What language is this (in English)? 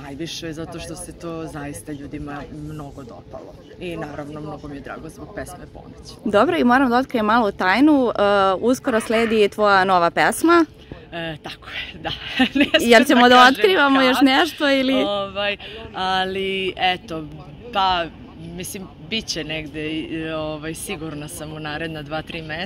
Serbian